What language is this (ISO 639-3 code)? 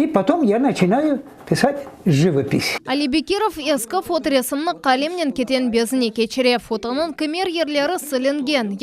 crh